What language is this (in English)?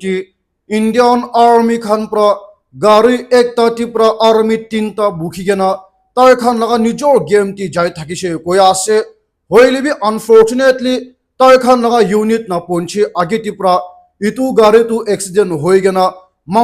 Naga Pidgin